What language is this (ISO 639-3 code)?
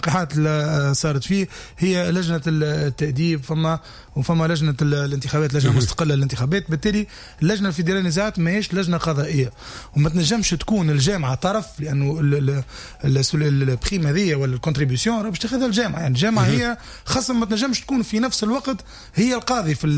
aeb